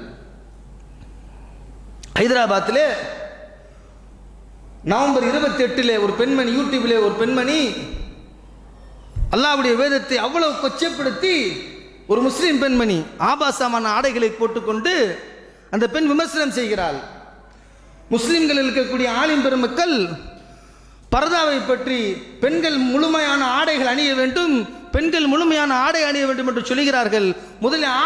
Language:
Tamil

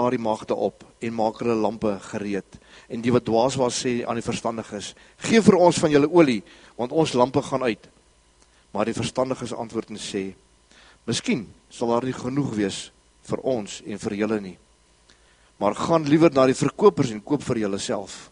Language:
Afrikaans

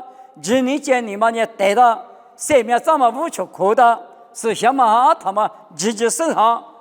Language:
Lisu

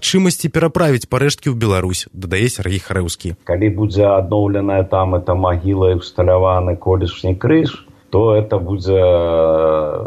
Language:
Belarusian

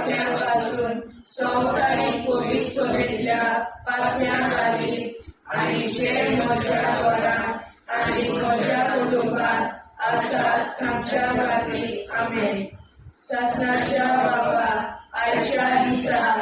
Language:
Konkani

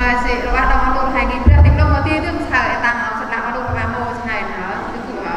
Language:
Central Mnong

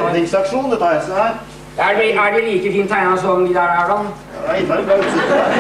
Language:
Norwegian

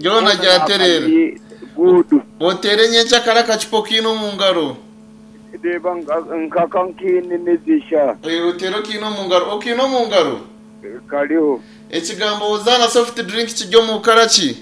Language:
Nyankole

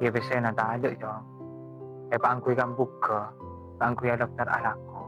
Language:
Madurese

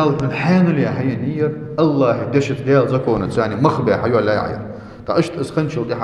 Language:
Ingush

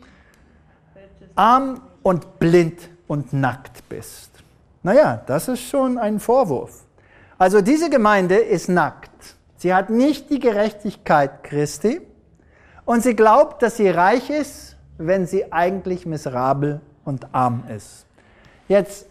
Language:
German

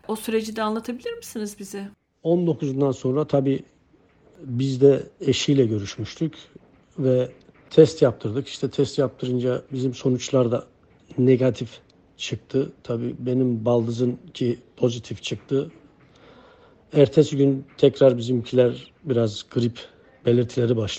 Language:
Turkish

